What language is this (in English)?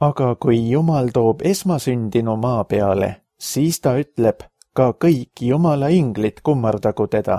Estonian